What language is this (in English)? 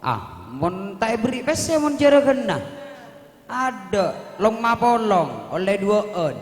Madurese